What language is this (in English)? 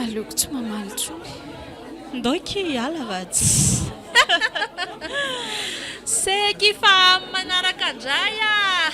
Malagasy